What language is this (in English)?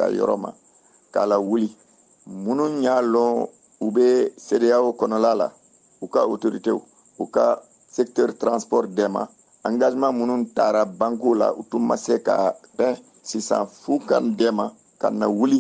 Bambara